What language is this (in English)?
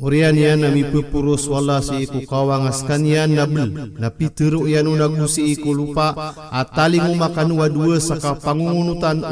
Maranao